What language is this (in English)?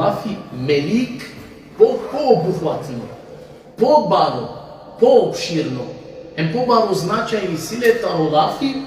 Balkan Romani